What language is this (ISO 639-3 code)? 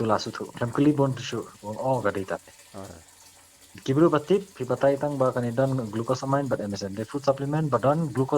kha